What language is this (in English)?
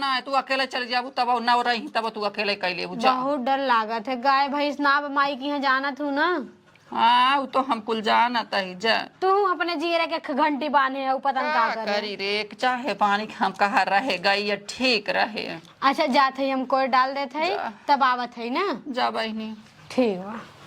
Awadhi